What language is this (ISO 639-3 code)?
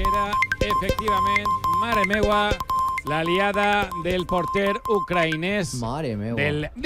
cat